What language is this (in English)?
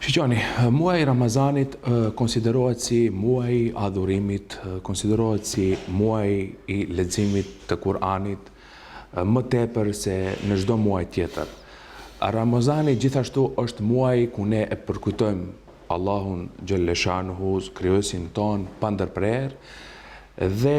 Albanian